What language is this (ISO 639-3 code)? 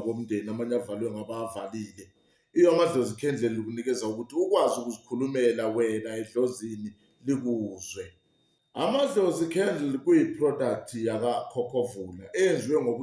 zul